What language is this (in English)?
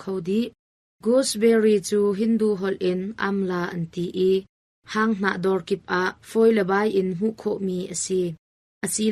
Hakha Chin